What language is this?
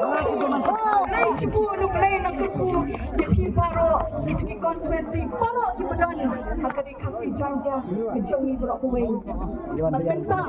Khasi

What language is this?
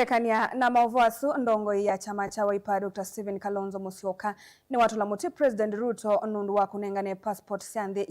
Kamba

